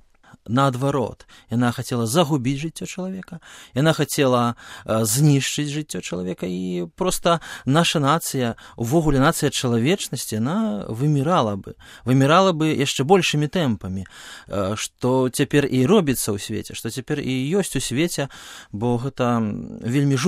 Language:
Belarusian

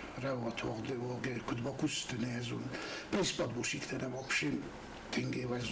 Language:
Ossetic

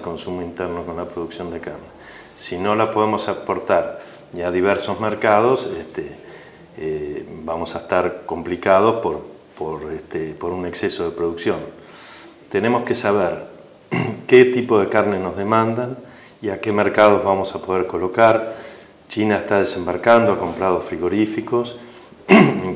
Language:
Spanish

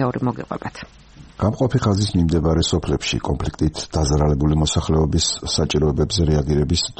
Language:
Georgian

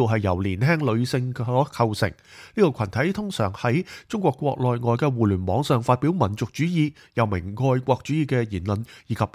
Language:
Cantonese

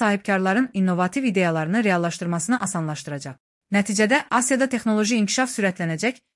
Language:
Azerbaijani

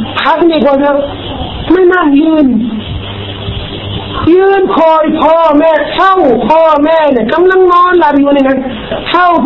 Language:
Thai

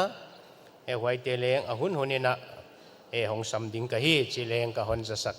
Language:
Paite Chin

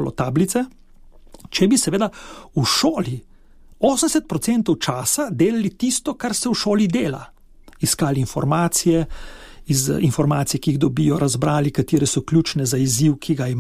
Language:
Slovenian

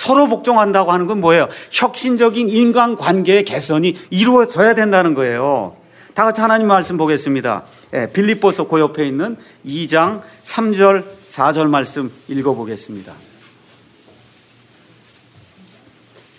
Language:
Korean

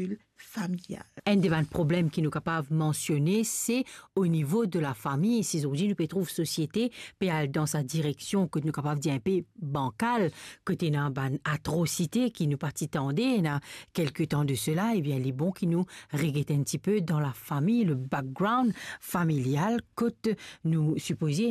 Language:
Morisyen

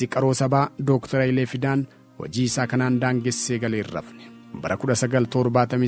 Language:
Oromo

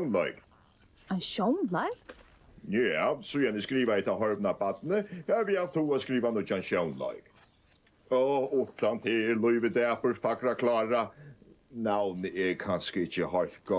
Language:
Faroese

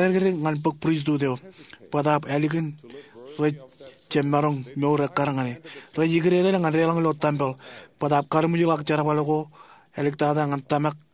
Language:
Marshallese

